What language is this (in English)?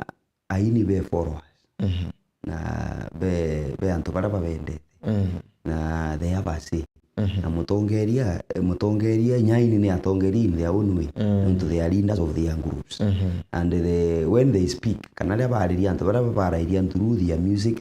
Meru